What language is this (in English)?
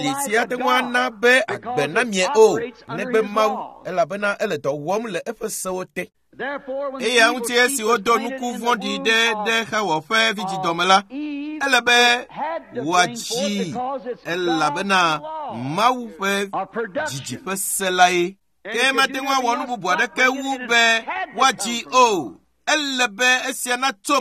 Ewe